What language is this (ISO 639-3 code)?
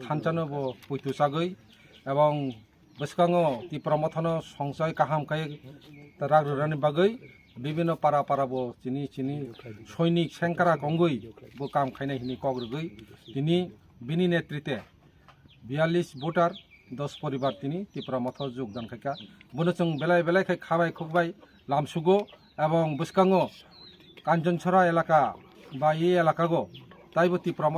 trp